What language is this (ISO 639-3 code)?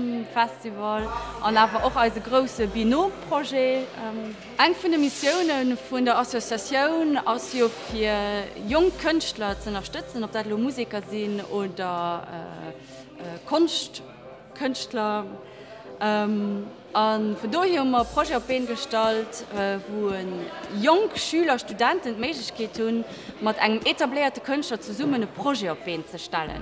ltz